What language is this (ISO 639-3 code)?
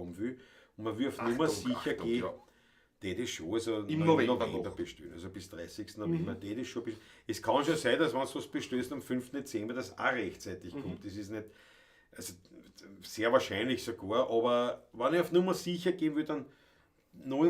bar